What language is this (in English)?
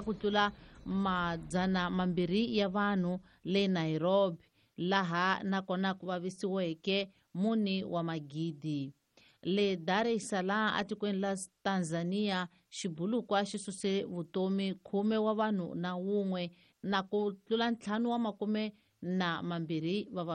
Tsonga